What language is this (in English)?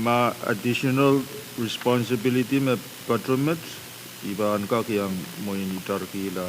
Pohnpeian